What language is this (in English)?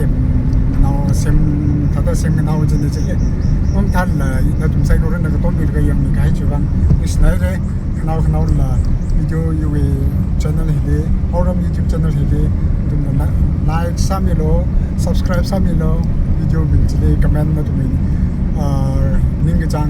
Tangkhul Naga (India)